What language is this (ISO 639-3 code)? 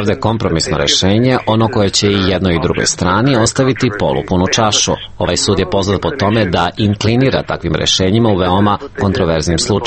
srp